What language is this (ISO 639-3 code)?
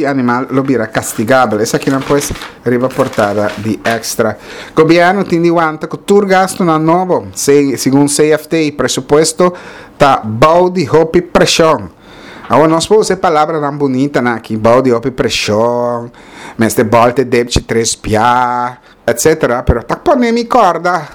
pap